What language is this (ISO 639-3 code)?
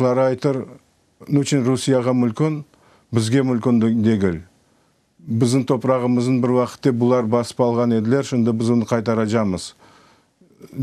crh